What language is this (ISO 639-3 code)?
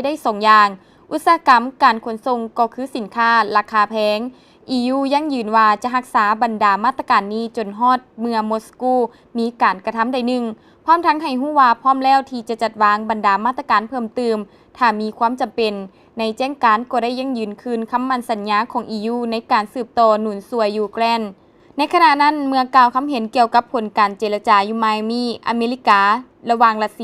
lao